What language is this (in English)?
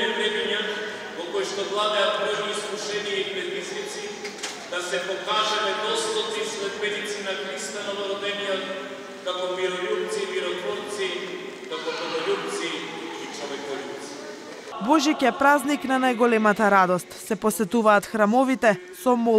Macedonian